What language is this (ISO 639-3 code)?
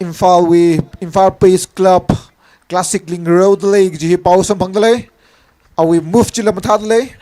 nmf